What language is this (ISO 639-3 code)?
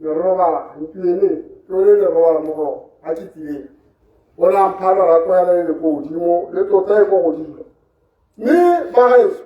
tsn